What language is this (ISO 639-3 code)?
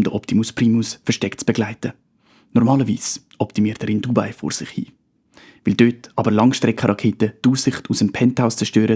gsw